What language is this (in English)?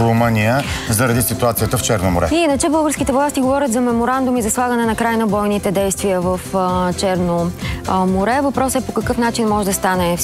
Bulgarian